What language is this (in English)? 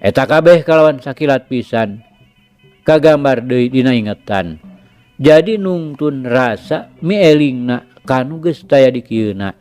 Sundanese